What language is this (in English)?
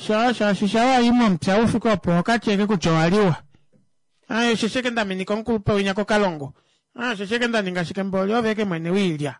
Kuanyama